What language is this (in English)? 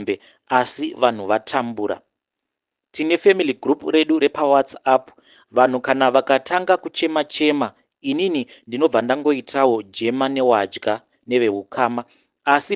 Shona